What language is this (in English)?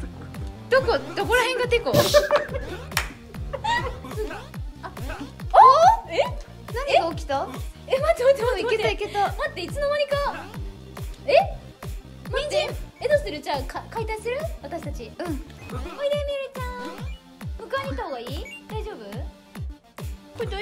Japanese